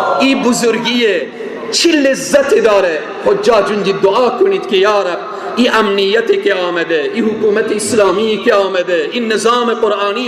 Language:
Persian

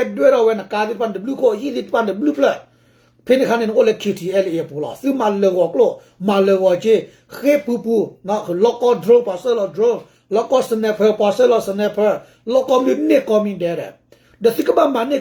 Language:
S'gaw Karen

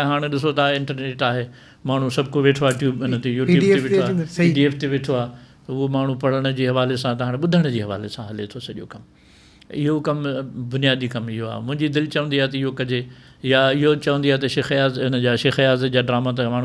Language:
Sindhi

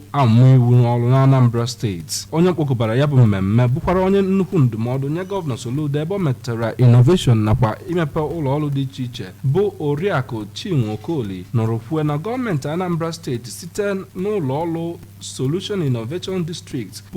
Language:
Igbo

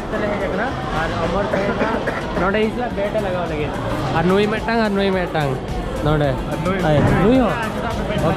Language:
Santali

